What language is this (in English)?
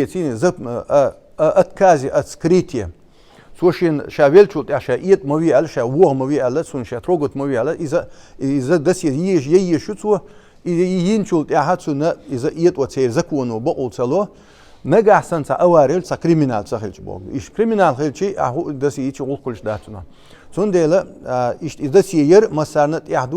Chechen